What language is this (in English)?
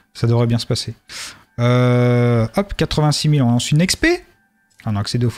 French